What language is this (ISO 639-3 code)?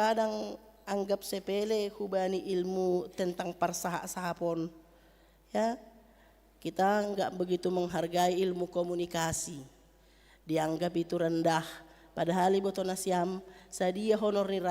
bts